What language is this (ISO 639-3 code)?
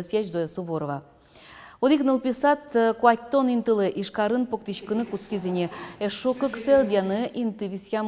udm